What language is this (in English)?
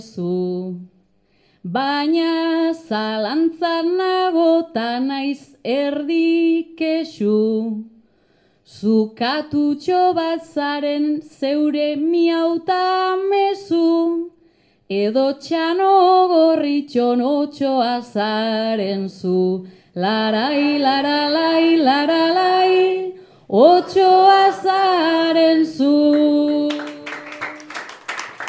Basque